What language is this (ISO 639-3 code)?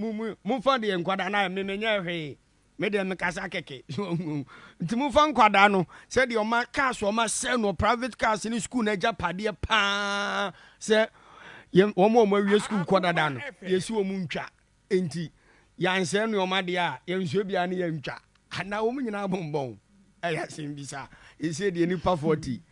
aka